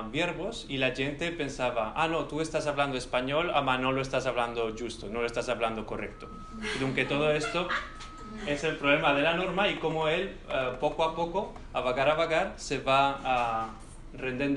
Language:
Ladino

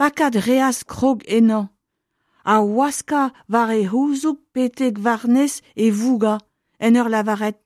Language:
Breton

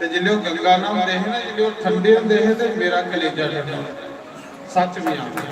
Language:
Dogri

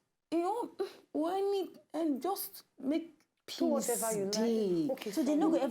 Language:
Nigerian Pidgin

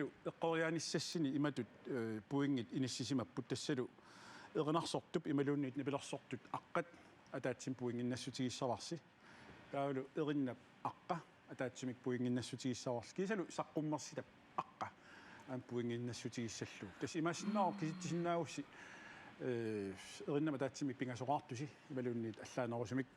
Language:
Kalaallisut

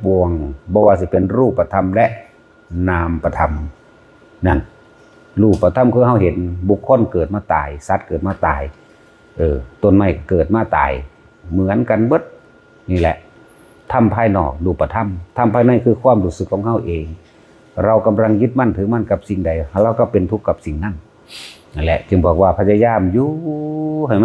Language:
Northeastern Thai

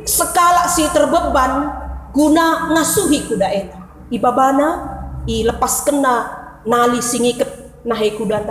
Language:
Batak Karo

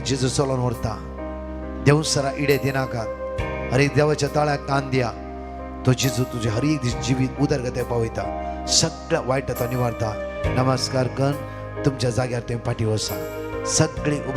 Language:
Konkani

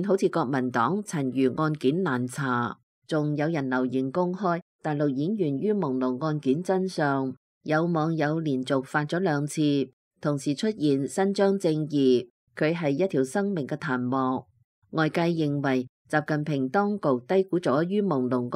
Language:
Cantonese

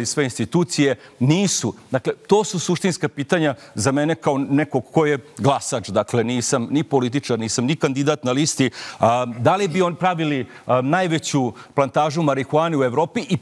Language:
Serbian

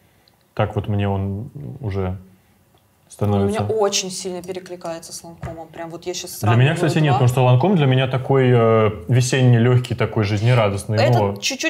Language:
Russian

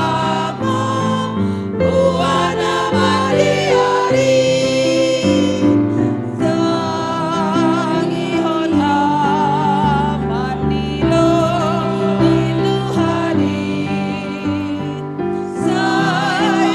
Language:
Batak Simalungun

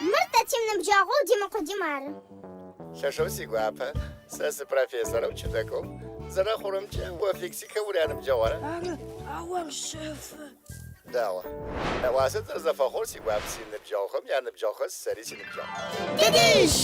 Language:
Adyghe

